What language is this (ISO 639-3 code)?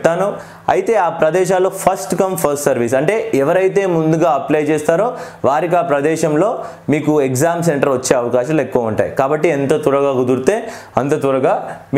tel